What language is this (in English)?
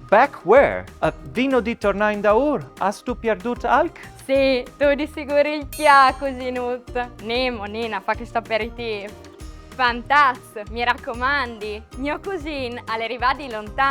Friulian